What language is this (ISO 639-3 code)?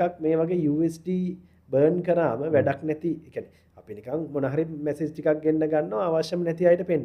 sin